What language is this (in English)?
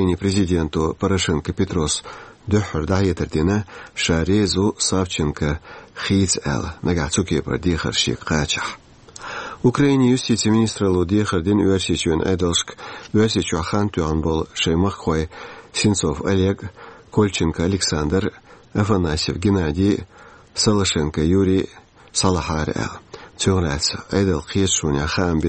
Chechen